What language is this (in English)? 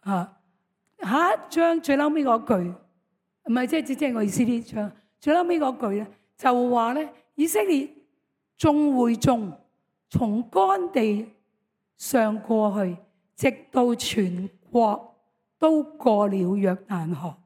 Cantonese